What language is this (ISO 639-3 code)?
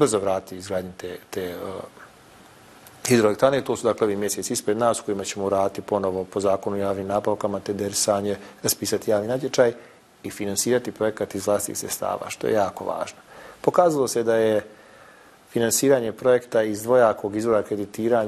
bos